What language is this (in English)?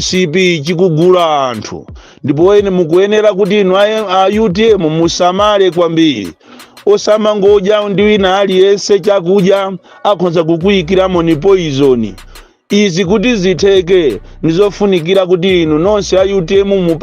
Nyanja